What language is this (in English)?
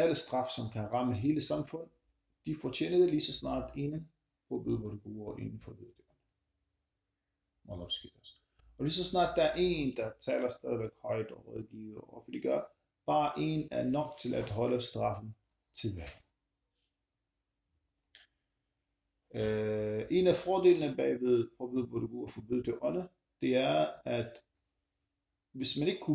Danish